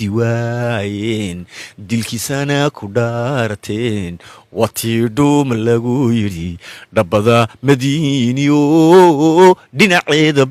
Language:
Somali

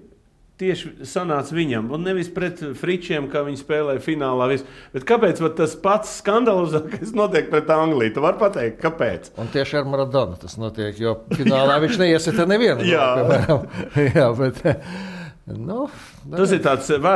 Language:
Latvian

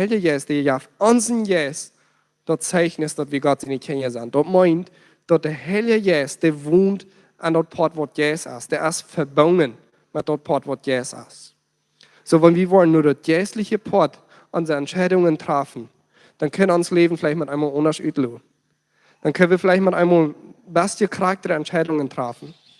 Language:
Plautdietsch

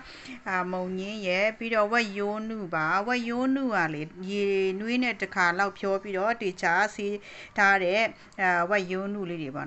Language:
Burmese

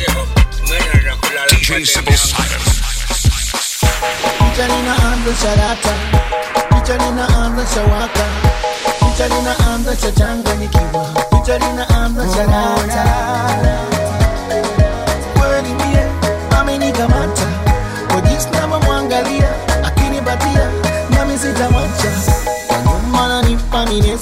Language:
Swahili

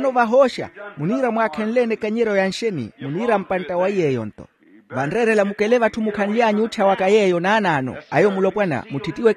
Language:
Makhuwa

